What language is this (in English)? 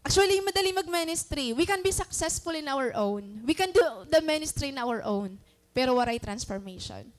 Waray